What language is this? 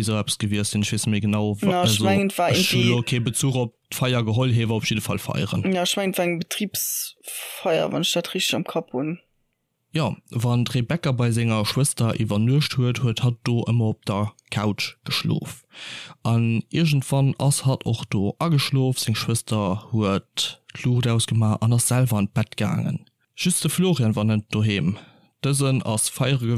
Luxembourgish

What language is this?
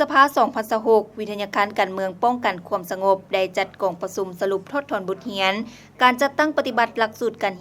Lao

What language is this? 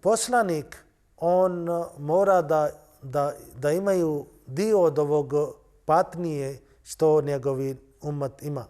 Bosnian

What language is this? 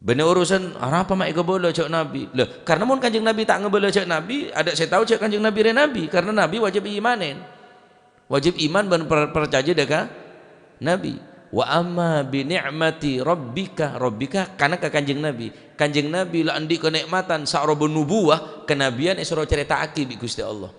Madurese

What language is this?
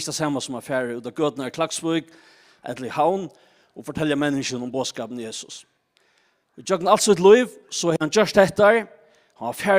Faroese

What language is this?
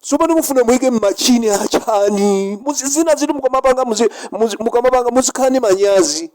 Nyanja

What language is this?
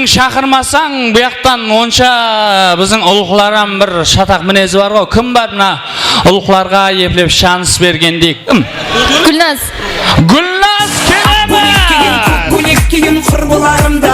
Kara-Kalpak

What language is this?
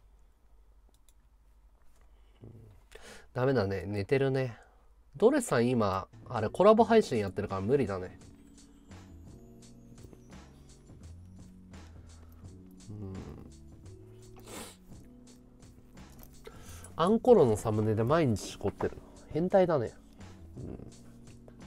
Japanese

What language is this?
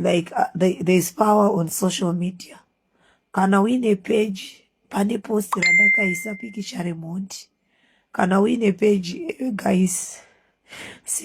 Shona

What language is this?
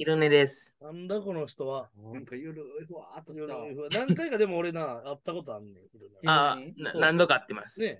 Japanese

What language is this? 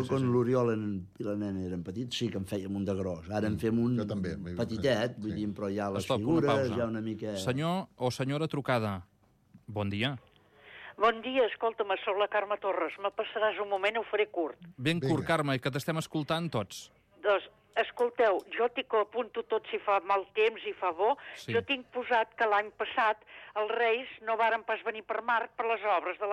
Catalan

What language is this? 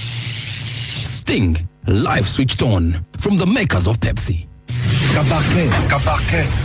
Acoli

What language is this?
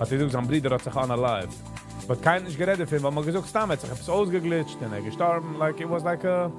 Yiddish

